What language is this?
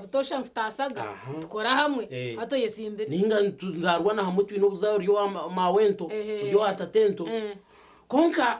Nyankole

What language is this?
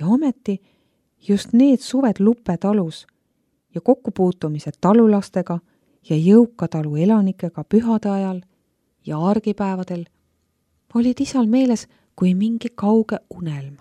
Estonian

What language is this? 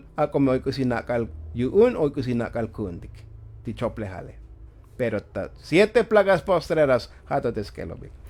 Tzotzil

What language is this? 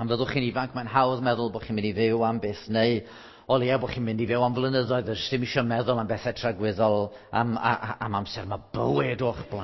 Welsh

